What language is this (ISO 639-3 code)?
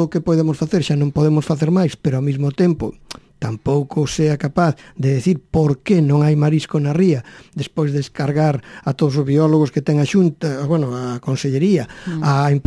glg